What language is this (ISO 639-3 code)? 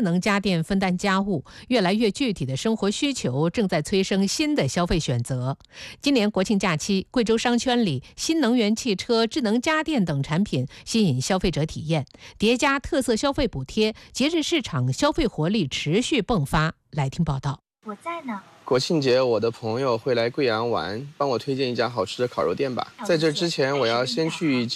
zho